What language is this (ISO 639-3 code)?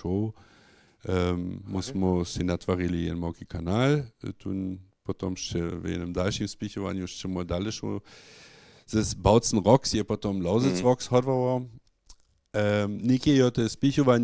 hsb